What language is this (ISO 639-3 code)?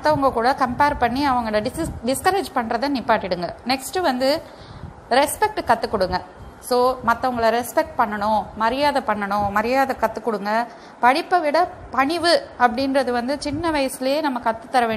tam